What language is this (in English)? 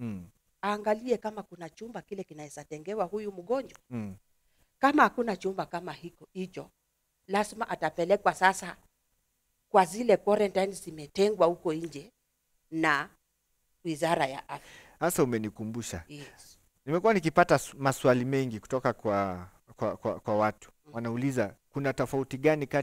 Swahili